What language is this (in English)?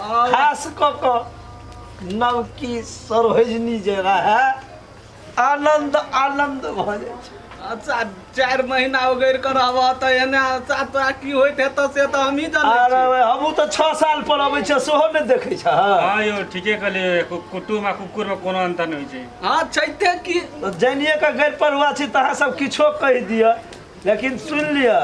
Maithili